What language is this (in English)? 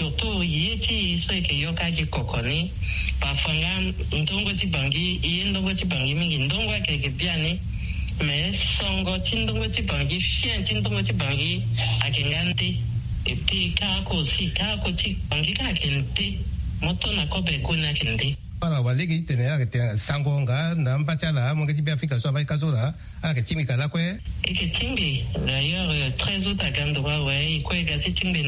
Sango